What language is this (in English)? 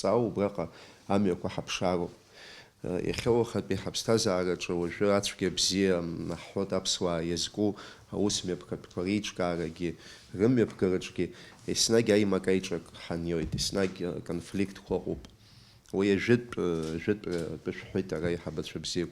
Abkhazian